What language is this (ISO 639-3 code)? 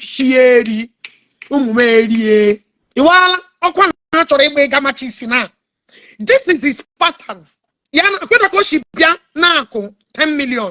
ibo